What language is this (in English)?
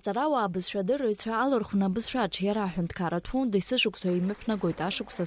Abkhazian